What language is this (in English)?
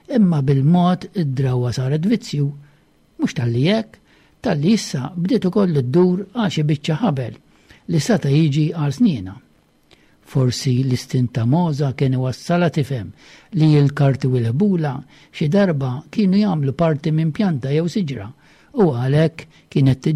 Maltese